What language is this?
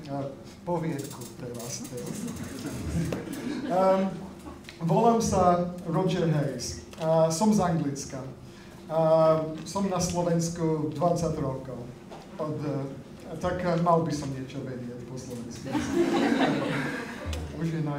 Slovak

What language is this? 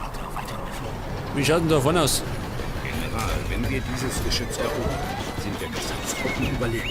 Bavarian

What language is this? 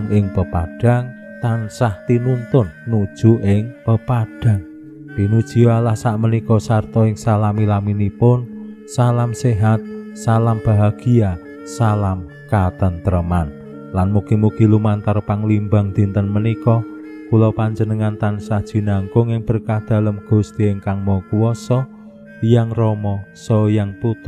Javanese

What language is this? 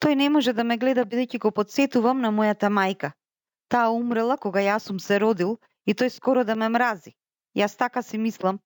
Macedonian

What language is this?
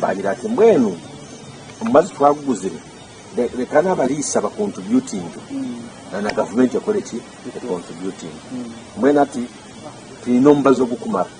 Nyankole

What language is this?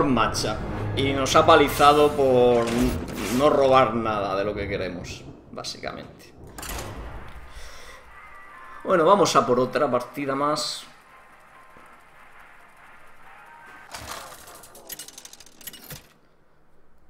Spanish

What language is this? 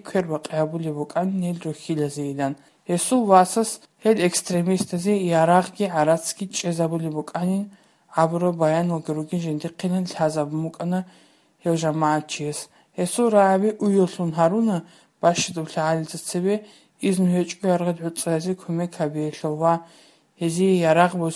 Avaric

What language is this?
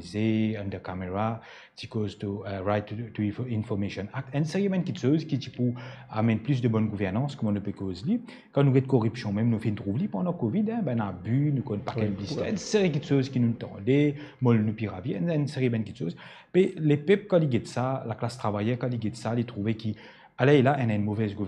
Morisyen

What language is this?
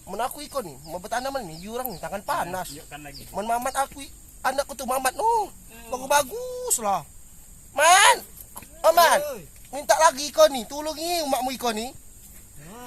Musi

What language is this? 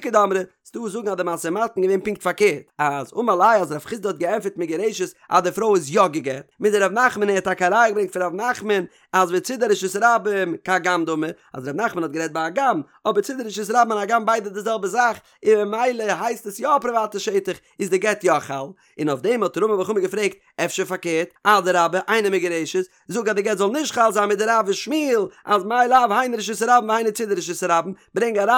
Yiddish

